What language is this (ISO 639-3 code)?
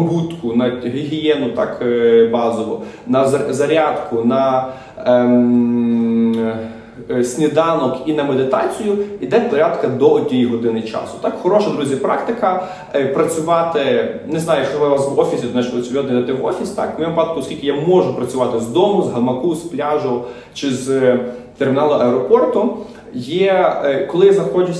ukr